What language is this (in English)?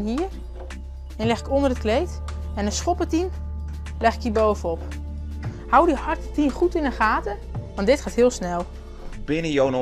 Western Frisian